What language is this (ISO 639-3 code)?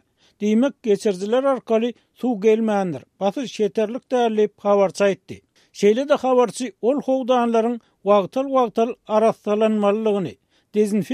tuk